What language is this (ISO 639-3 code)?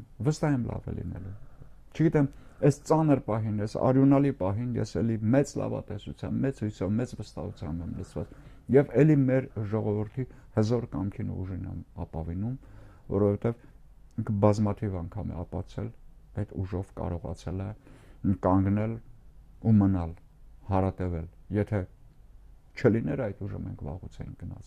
hye